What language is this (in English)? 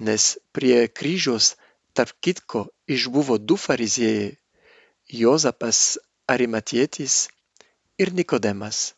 Lithuanian